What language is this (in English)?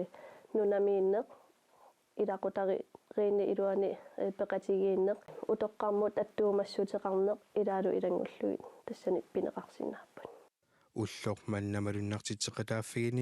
Kalaallisut